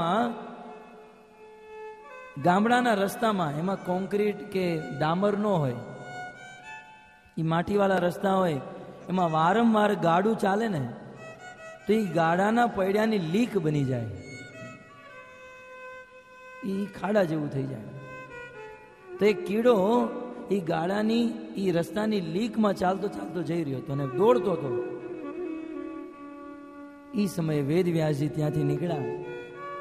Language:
Gujarati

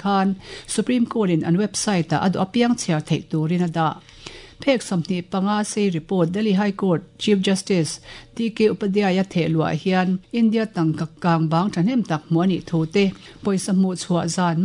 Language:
Mizo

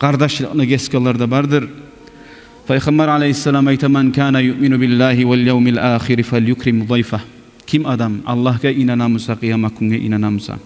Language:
Kumyk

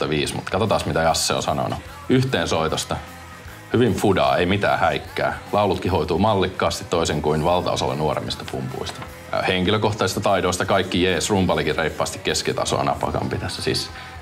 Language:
Finnish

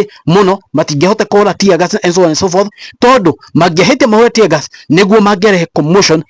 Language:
Kikuyu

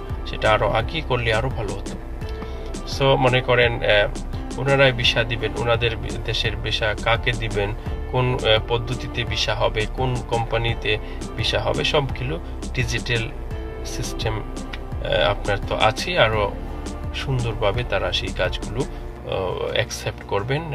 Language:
Bangla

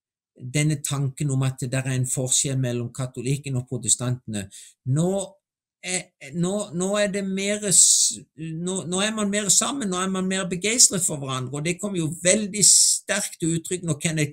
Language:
Norwegian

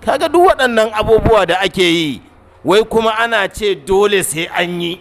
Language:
Hausa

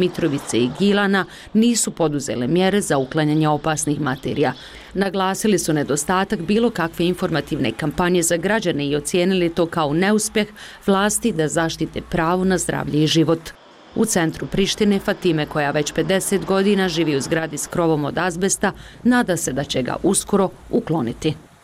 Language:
Bosnian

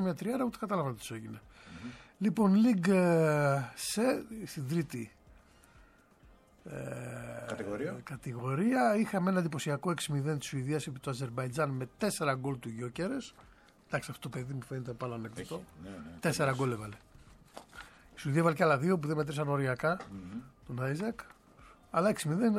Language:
Greek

